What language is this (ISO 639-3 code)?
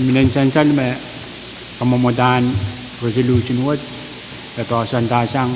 pon